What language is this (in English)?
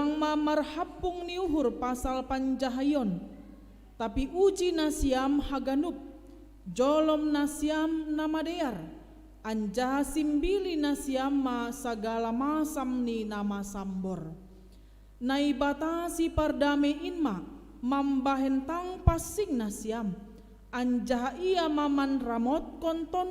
Batak Simalungun